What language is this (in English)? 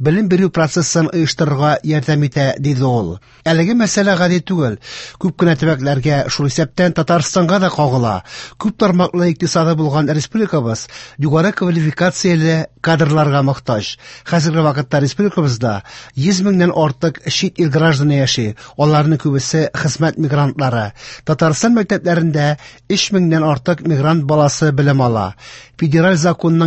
Tatar